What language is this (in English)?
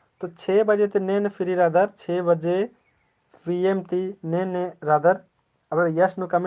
Kurukh